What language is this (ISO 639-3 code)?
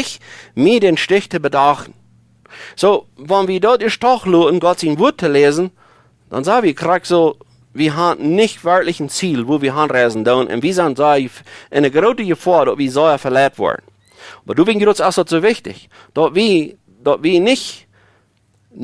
pdt